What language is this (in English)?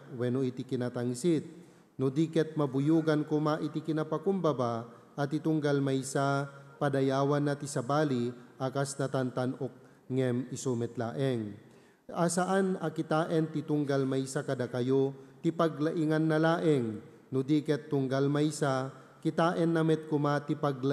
Iloko